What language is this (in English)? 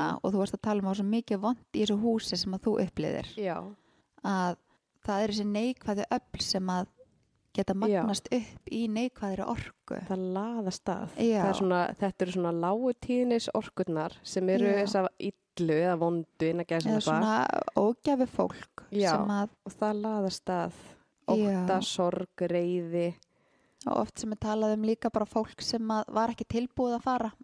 Icelandic